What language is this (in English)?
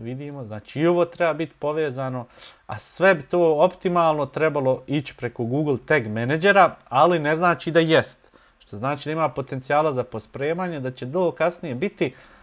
Bosnian